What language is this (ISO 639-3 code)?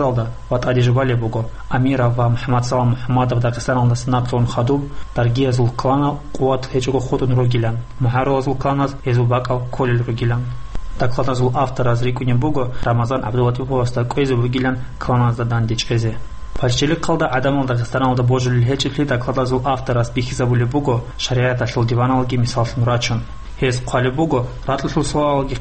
ava